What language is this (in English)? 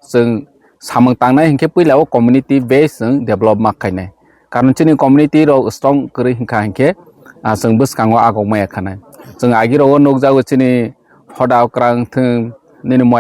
Kok Borok